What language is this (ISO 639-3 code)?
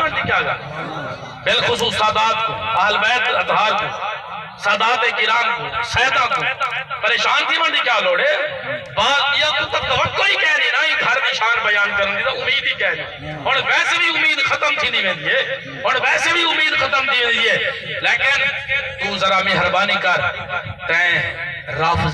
skr